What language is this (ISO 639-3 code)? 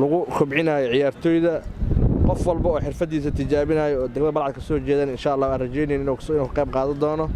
som